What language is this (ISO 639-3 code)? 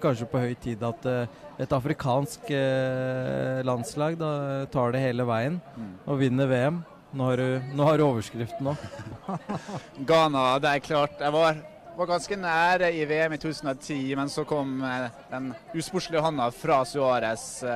nor